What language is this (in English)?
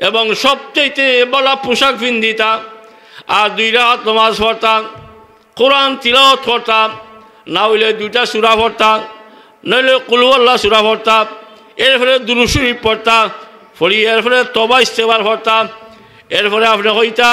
Sylheti